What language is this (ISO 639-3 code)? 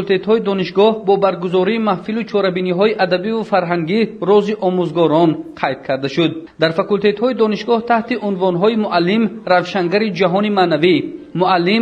tgk